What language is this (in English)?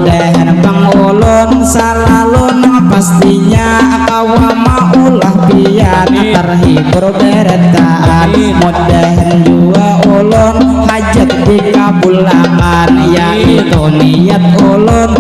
Banjar